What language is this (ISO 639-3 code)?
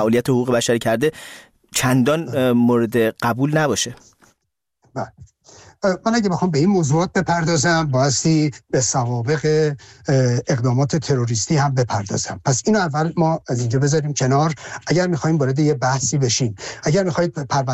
fas